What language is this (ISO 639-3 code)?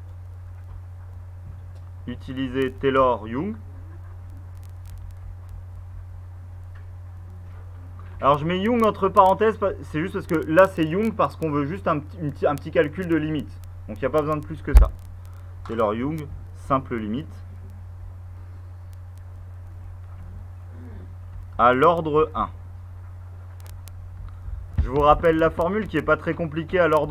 fra